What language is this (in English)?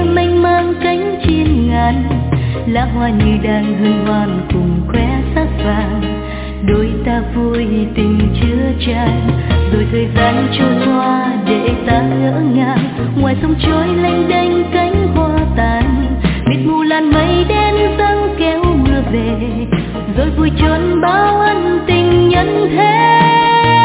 Vietnamese